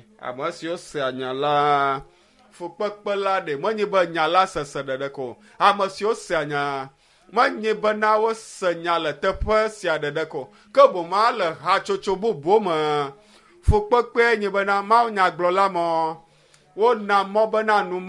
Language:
Ewe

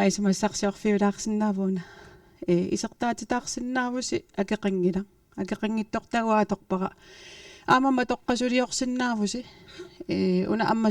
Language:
Kalaallisut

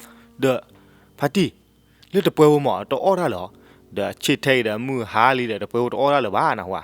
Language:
S'gaw Karen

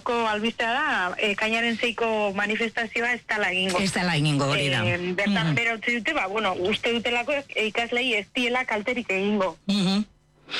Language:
Basque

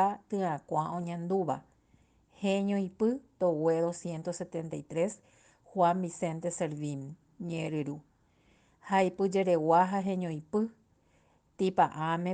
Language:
Guarani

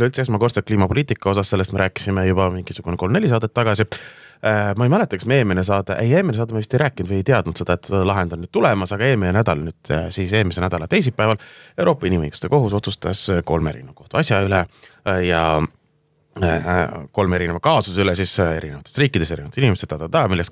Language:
Estonian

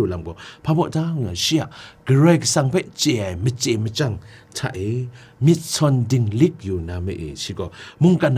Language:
Kachin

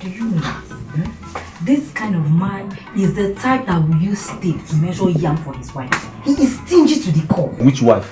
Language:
Nigerian Pidgin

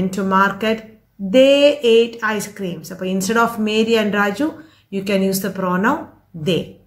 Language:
Malayalam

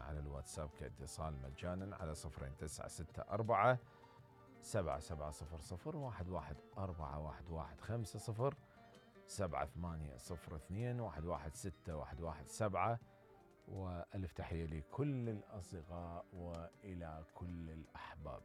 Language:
Mesopotamian Arabic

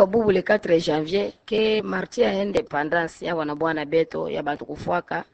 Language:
Kituba (Democratic Republic of Congo)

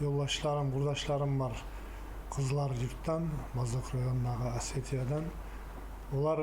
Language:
Kumyk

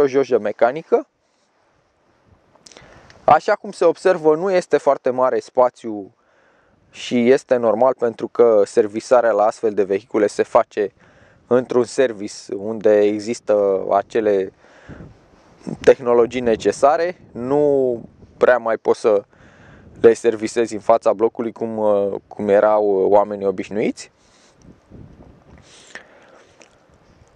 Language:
Romanian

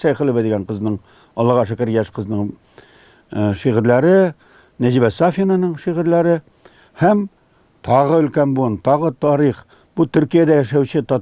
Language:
Tatar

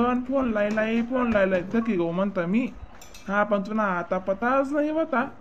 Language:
Khandesi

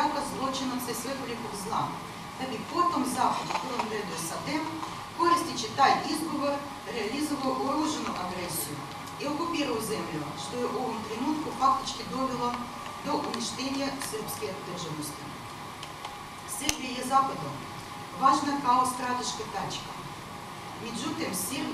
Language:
Serbian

